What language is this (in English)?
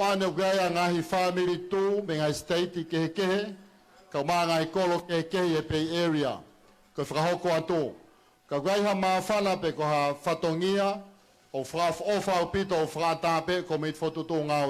Tongan